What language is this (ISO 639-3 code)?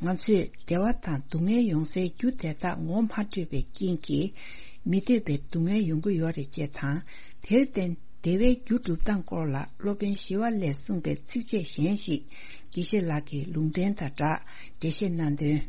bod